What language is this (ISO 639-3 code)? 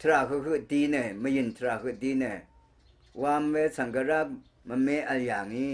raw